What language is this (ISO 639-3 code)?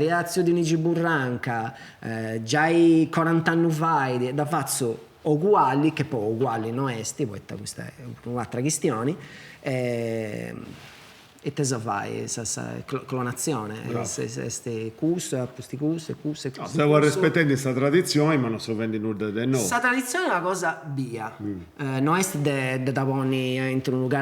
srd